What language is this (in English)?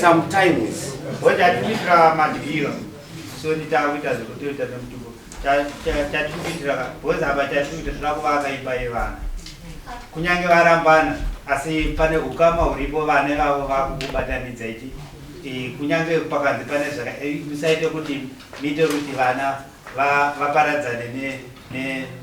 Shona